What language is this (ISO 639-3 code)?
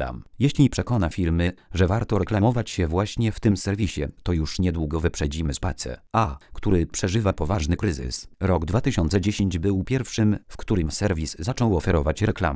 pol